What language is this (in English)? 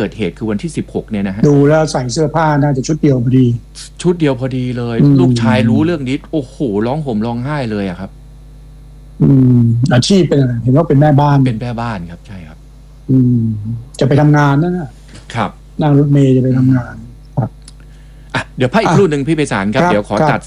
Thai